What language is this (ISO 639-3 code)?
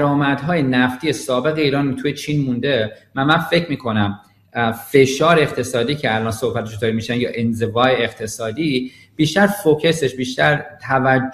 fas